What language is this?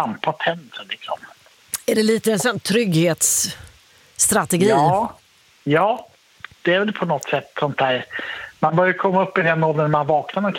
Swedish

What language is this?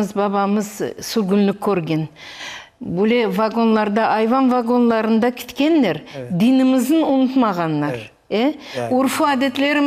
Crimean Tatar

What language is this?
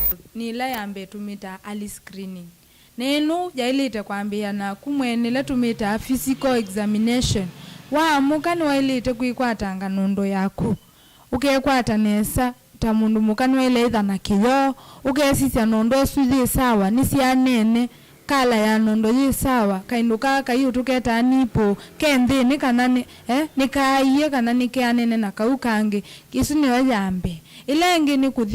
Kamba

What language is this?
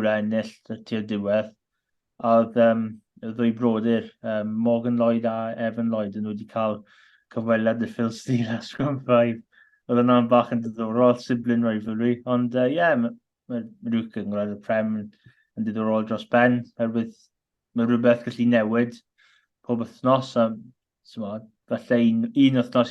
Welsh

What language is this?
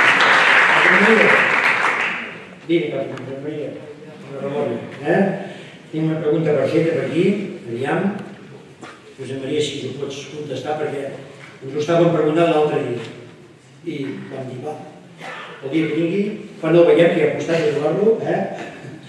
Catalan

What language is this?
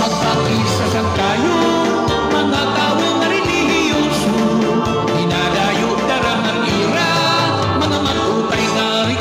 Waray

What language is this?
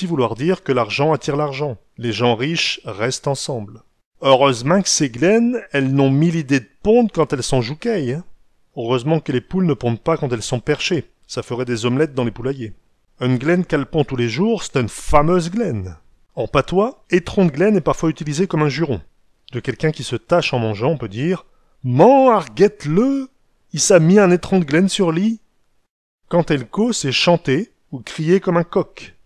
Picard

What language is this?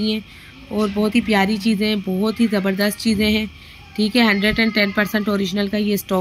Hindi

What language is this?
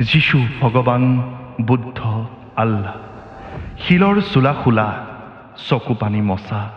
Assamese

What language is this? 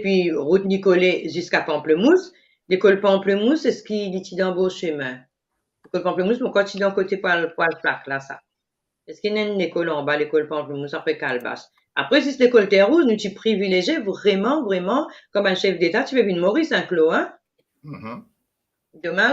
Morisyen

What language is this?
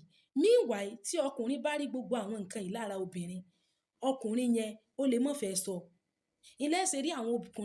Yoruba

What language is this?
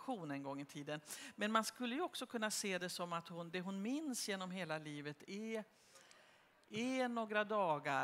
Swedish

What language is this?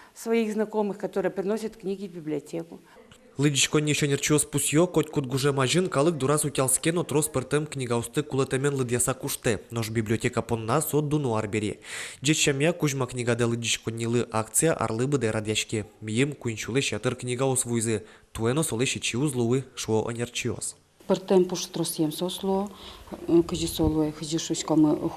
Udmurt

